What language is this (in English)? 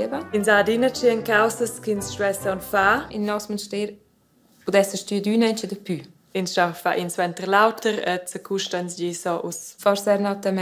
Romansh